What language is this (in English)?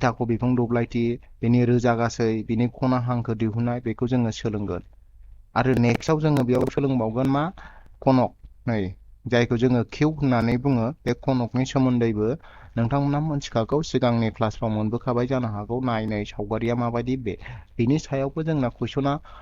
Bodo